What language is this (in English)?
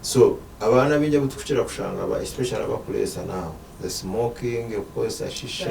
Nyankole